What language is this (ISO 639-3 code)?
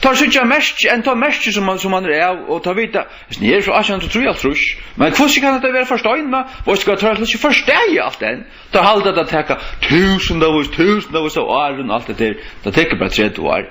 fao